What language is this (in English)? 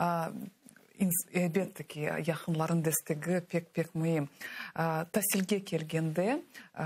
Crimean Tatar